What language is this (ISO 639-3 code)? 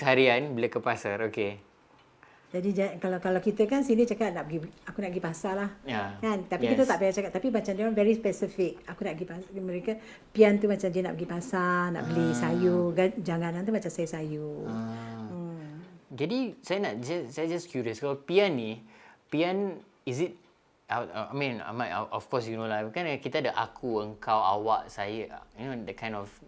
bjn